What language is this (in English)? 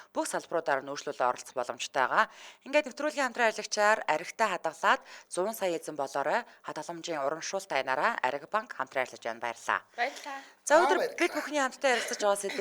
Mongolian